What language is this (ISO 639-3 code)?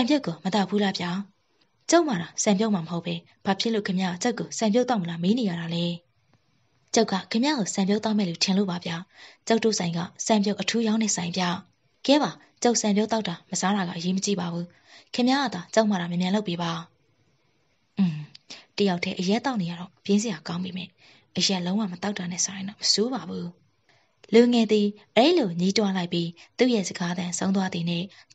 mya